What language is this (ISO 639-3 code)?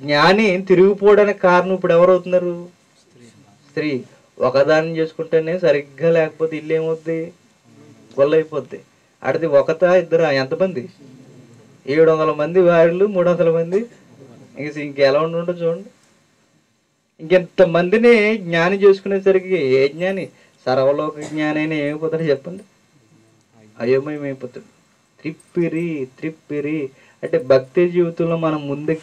tel